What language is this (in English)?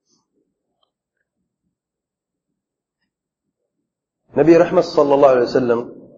Urdu